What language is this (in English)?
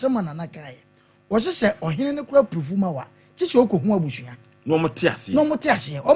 Akan